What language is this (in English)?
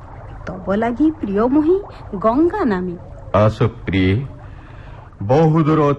Odia